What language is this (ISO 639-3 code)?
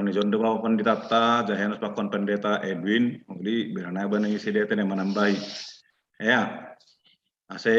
bts